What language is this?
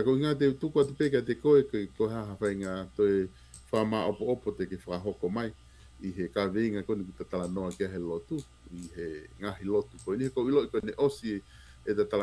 Tongan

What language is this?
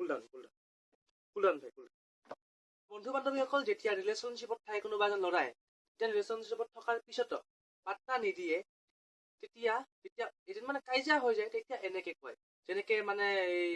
Assamese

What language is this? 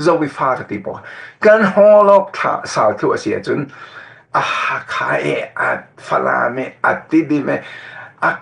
Falam Chin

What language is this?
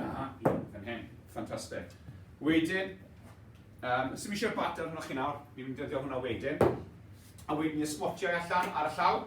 Welsh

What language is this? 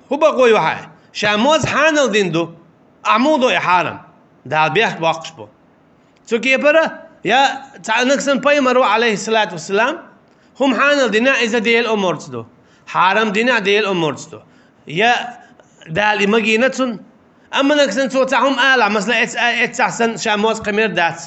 Chechen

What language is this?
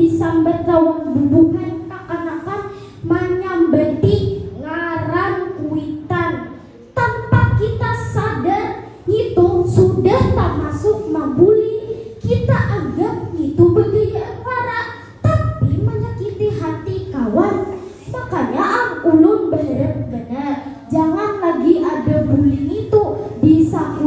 Banjar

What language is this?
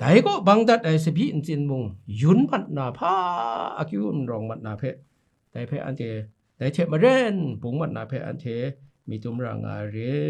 Kachin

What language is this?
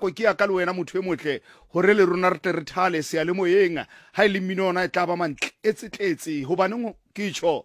Southern Sotho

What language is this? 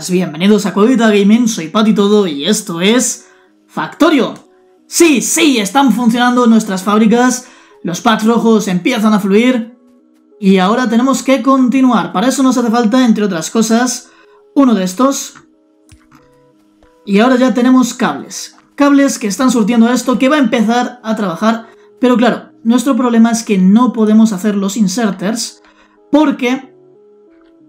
Spanish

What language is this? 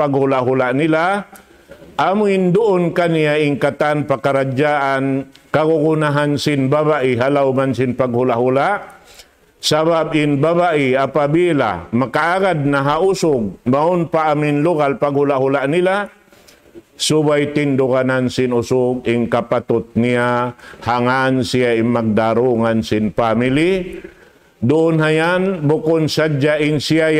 Tausug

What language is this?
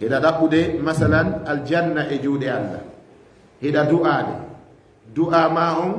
Fula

